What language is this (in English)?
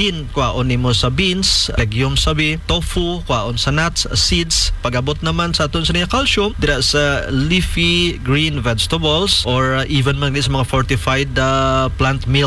Hiligaynon